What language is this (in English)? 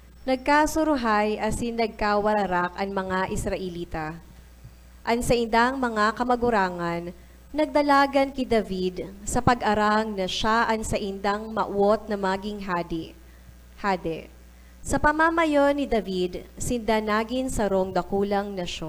Bikol